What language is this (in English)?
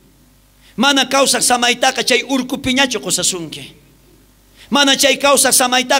South Bolivian Quechua